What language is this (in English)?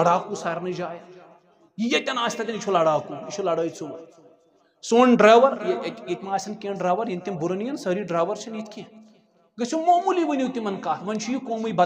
Kashmiri